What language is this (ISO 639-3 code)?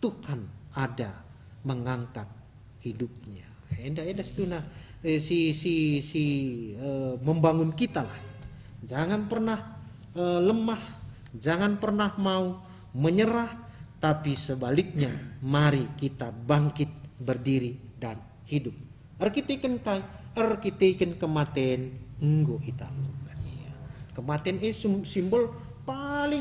btx